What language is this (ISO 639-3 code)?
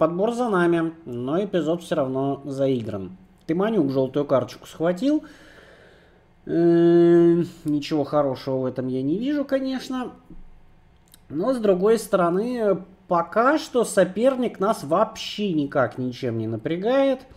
rus